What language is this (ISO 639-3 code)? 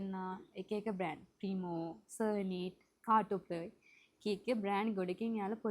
sin